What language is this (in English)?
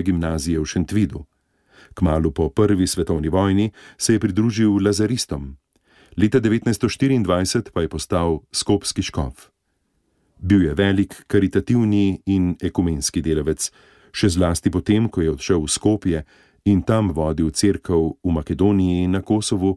Slovenian